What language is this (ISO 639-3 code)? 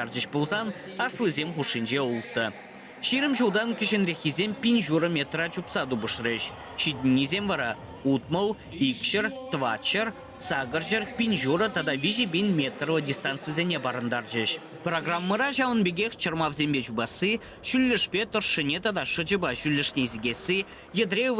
chv